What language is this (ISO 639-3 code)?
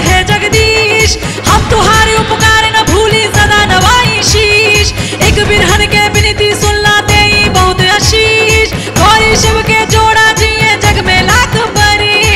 bho